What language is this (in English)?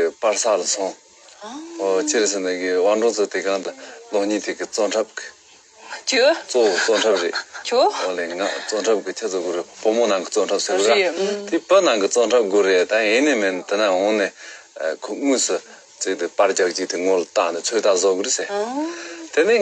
Tibetan